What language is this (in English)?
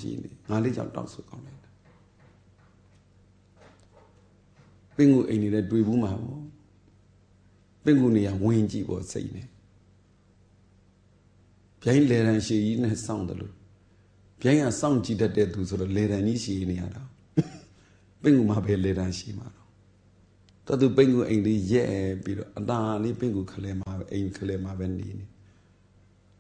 Burmese